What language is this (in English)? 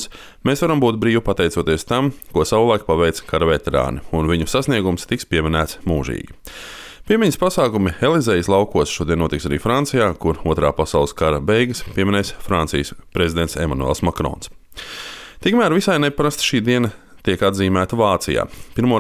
Latvian